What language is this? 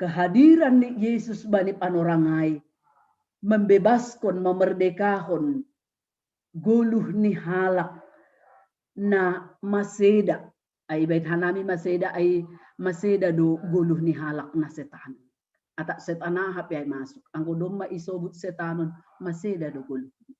Batak Simalungun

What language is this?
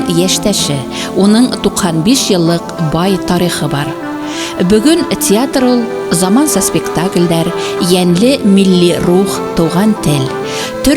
Bashkir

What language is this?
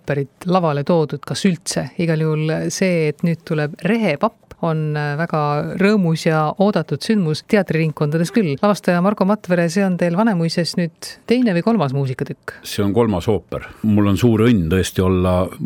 Estonian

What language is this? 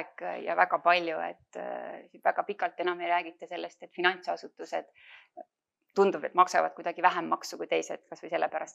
Estonian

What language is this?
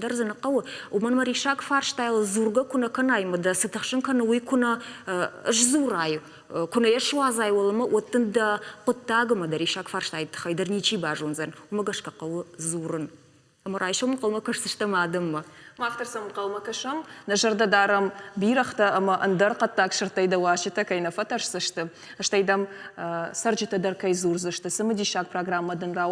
Ossetic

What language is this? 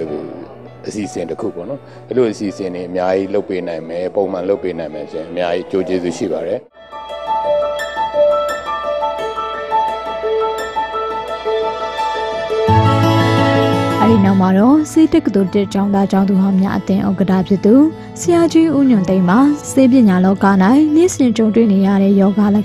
Burmese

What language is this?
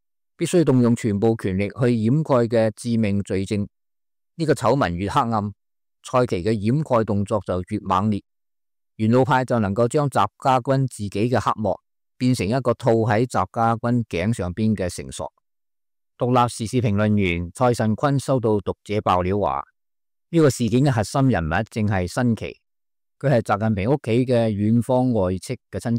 Cantonese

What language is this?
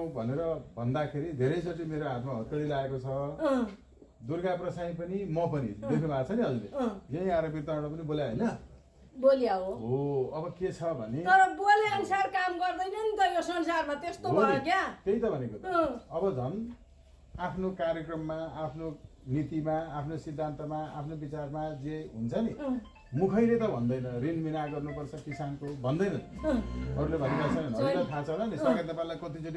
Nepali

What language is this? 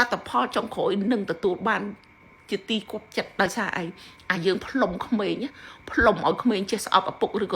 Khmer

